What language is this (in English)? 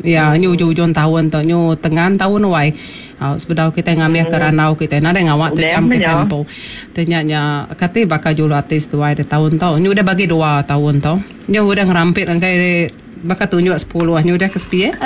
Iban